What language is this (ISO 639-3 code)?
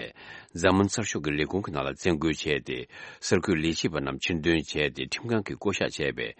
bod